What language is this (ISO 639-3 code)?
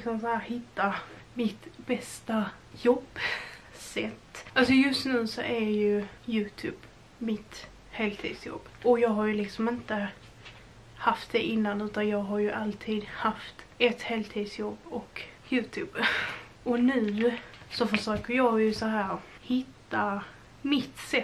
swe